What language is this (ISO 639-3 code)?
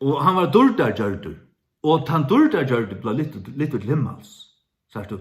fao